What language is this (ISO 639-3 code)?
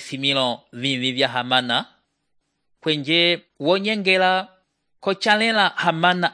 umb